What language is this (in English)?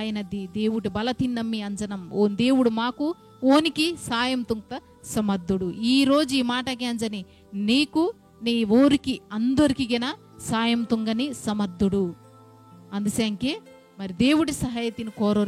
Koya